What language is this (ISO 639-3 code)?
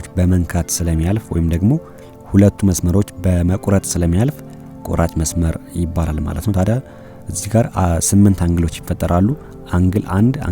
amh